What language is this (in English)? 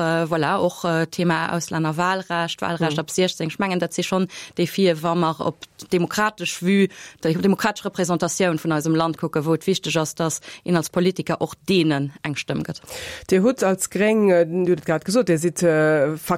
Luxembourgish